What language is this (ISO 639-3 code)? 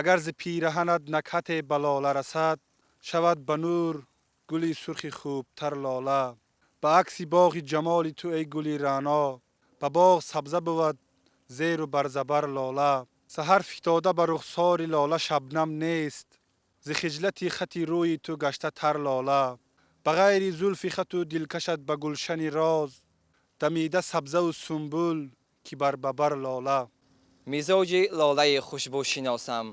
tgk